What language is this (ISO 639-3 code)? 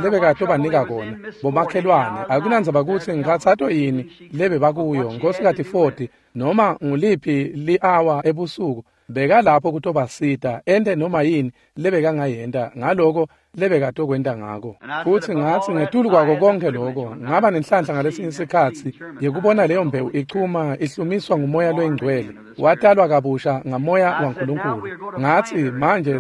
ssw